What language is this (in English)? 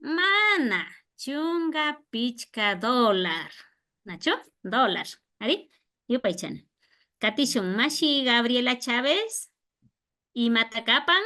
Imbabura Highland Quichua